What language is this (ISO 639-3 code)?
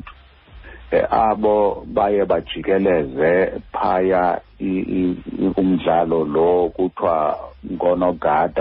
xho